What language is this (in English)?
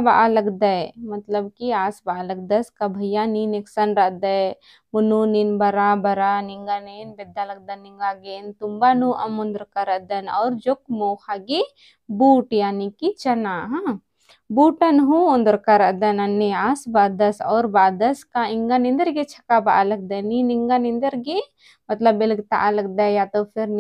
Kurukh